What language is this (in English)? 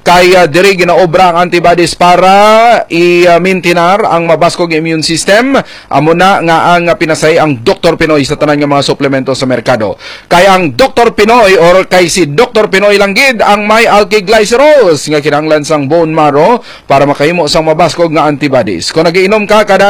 Hiligaynon